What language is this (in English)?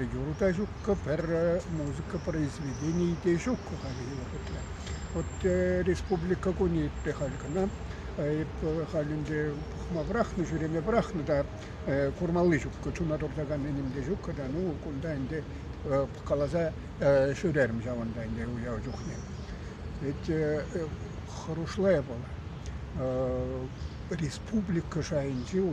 Chuvash